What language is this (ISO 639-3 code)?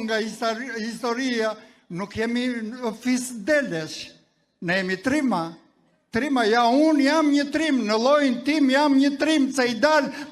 sqi